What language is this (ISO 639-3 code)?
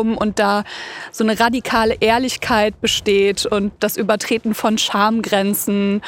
deu